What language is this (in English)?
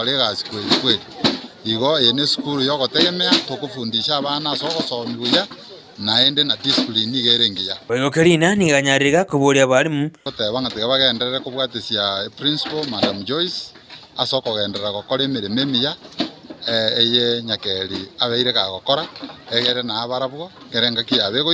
Gusii